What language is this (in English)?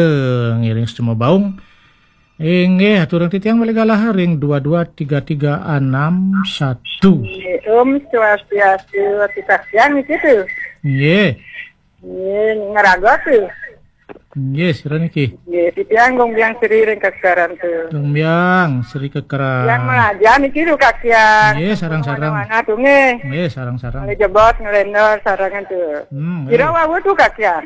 Balinese